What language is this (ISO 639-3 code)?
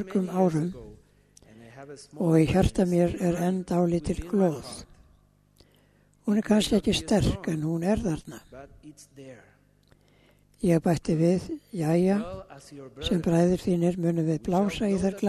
isl